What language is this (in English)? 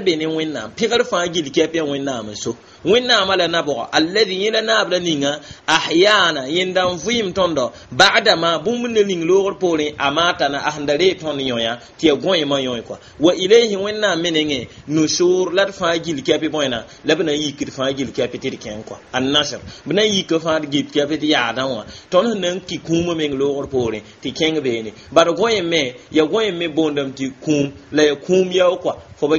Mossi